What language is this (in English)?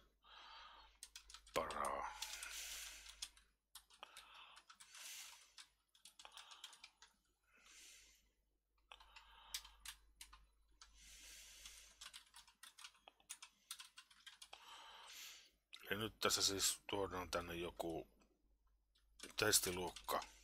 Finnish